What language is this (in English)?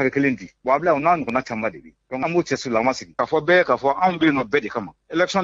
Bambara